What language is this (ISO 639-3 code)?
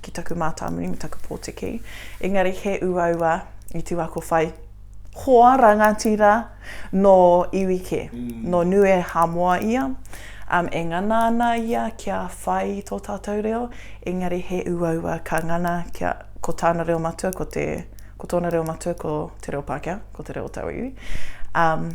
mri